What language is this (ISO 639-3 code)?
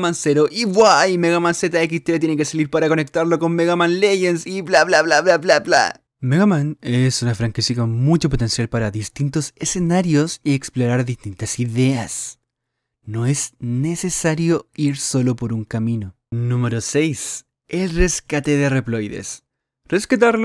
spa